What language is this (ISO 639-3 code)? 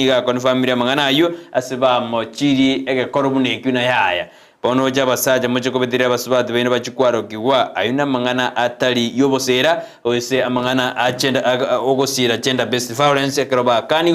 guz